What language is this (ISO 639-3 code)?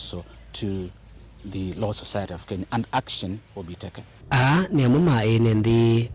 kam